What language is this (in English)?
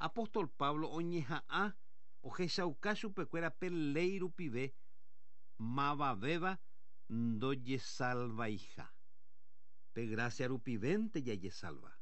Guarani